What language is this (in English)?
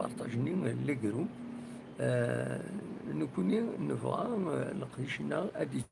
Kabyle